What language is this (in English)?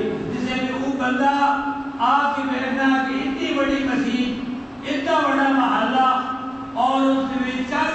Urdu